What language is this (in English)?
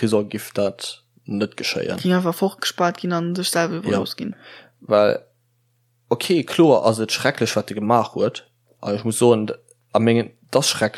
Luxembourgish